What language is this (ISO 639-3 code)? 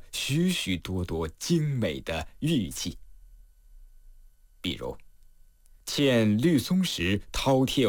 zho